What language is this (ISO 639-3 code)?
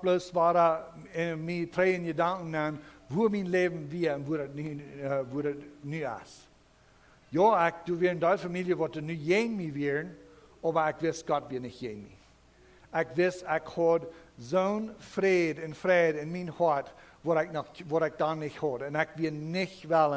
pdt